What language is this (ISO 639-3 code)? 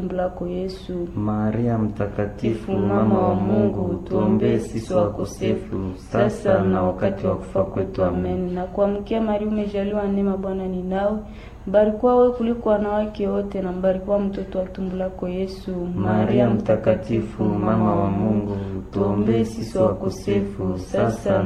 swa